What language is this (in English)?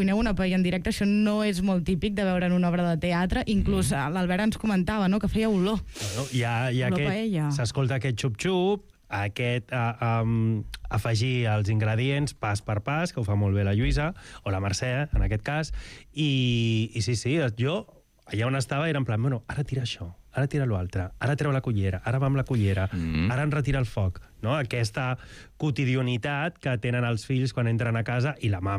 Catalan